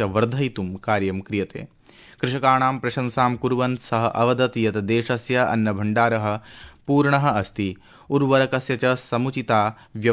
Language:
Sanskrit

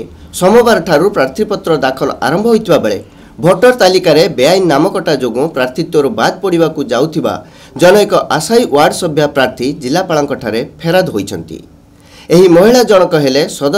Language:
Odia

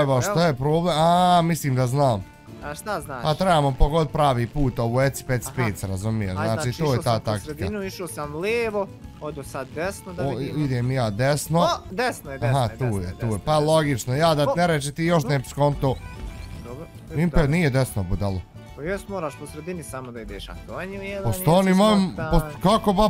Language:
Bosnian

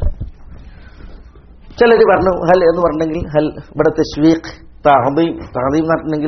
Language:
Malayalam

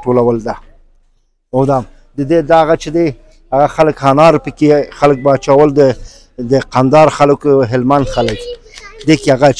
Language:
Pashto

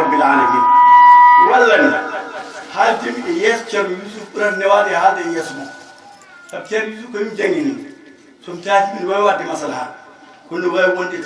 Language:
Fula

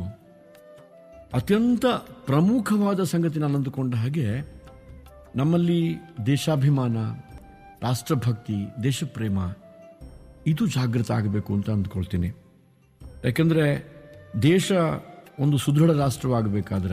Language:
Kannada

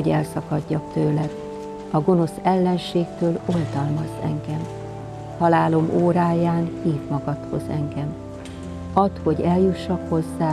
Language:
Hungarian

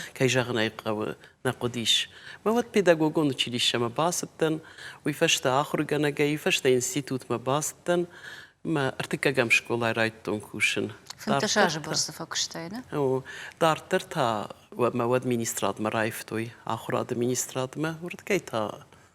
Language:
Ossetic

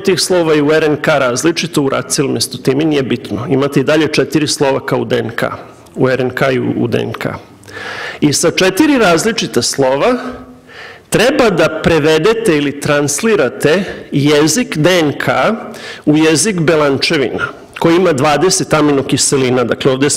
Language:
Serbian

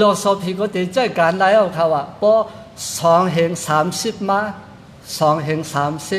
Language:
Shan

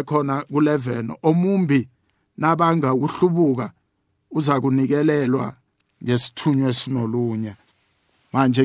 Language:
South Ndebele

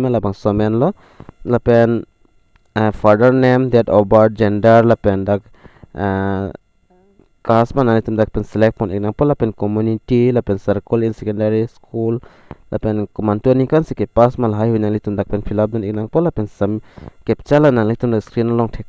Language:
Karbi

